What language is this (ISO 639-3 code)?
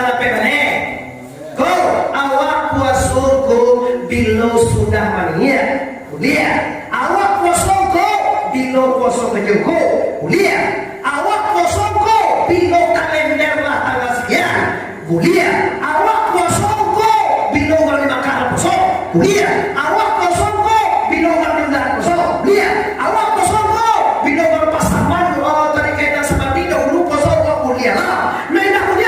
min